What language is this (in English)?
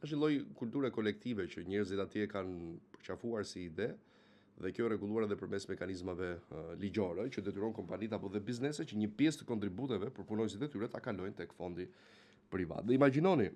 Albanian